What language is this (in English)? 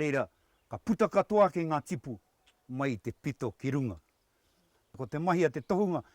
Māori